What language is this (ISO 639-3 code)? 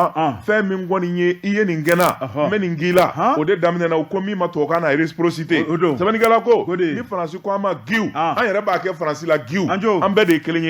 bam